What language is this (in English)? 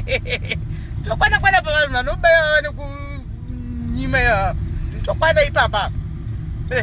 Shona